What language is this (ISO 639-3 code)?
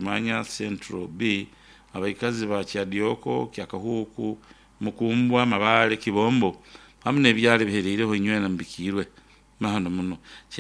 nyo